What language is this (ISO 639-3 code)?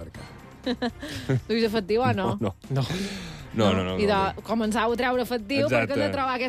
cat